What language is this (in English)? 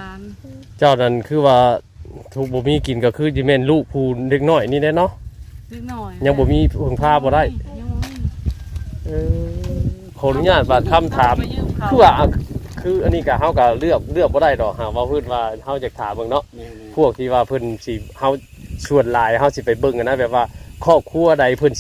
Northeastern Thai